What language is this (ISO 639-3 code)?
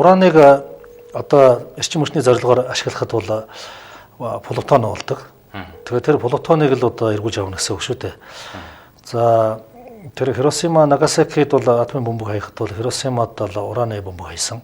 mon